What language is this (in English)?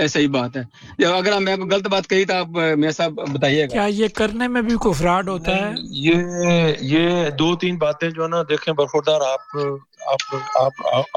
Urdu